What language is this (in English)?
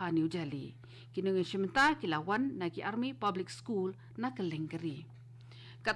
Khasi